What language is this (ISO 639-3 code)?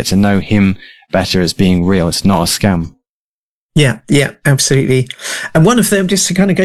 eng